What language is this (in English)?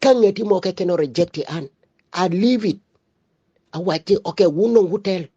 Acoli